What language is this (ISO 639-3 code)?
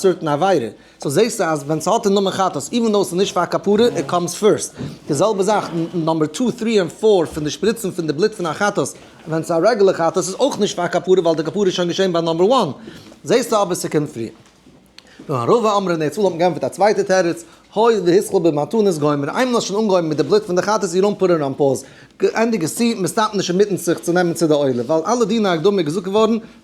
yid